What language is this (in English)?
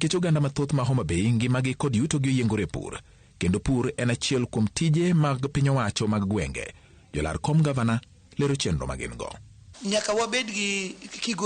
Luo (Kenya and Tanzania)